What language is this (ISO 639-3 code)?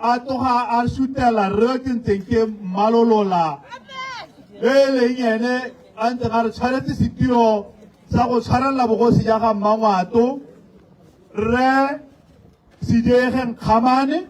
tsn